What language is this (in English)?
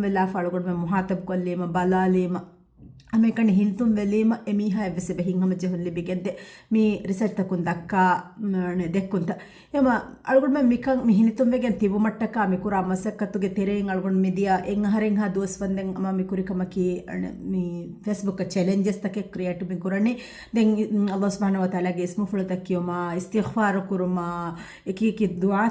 Divehi